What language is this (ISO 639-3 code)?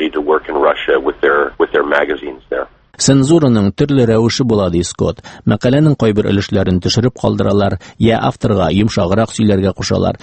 tat